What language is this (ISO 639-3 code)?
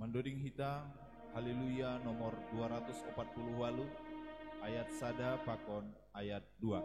bts